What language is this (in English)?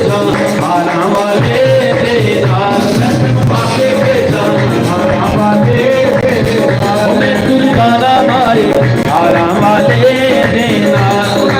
Dogri